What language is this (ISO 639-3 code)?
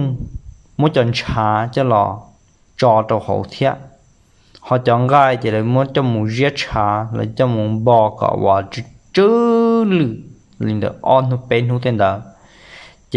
hmn